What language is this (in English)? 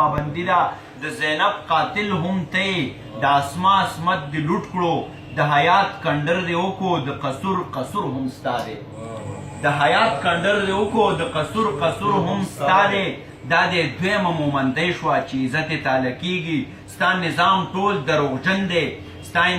Pashto